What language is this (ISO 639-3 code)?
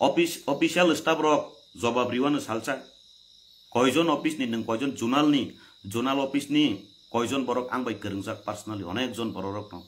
trp